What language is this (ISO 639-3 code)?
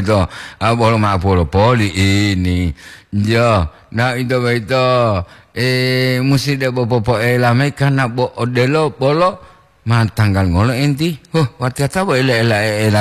gor